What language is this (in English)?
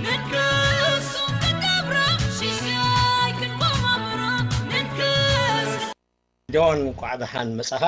Tigrinya